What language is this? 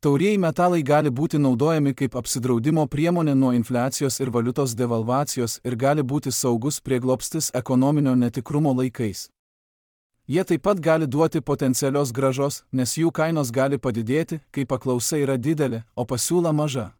Lithuanian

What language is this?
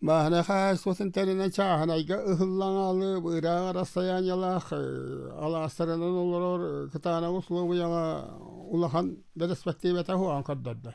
Yakut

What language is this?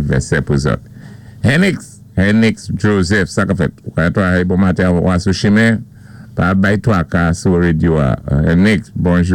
Saint Lucian Creole French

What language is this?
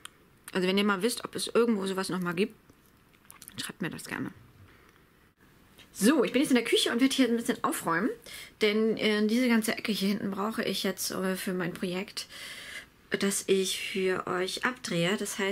German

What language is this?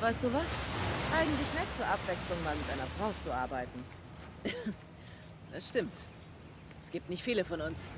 Swiss German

